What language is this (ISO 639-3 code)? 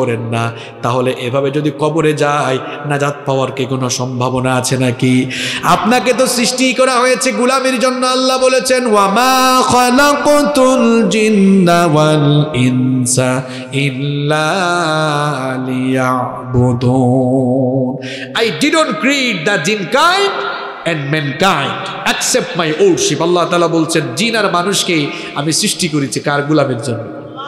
ben